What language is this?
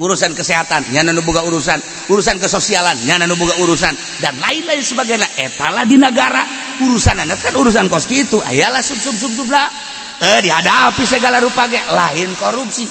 Sundanese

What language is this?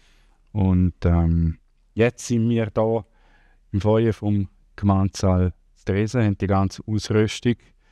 Swiss German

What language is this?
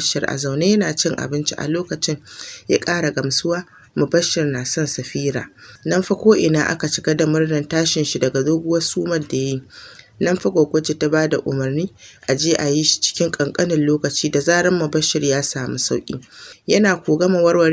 Hausa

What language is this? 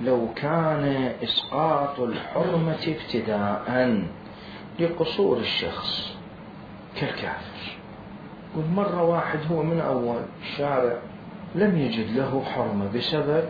Mesopotamian Arabic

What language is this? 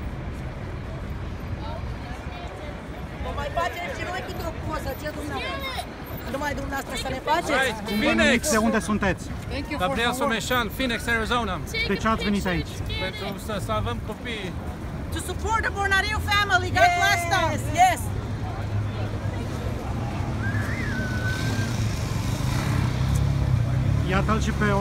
Romanian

